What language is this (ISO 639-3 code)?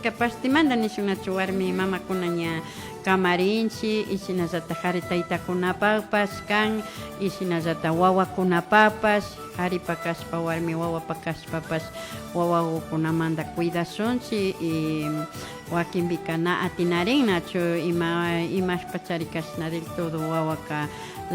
qvi